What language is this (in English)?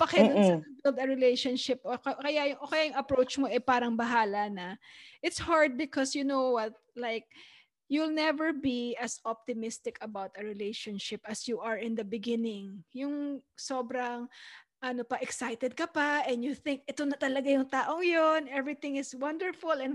Filipino